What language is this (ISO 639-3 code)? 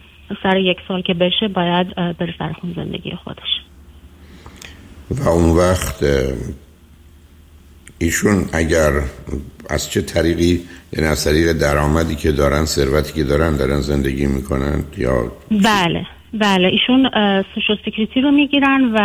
fas